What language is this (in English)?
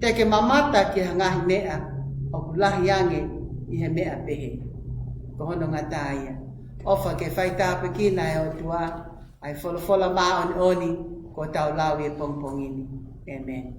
Tongan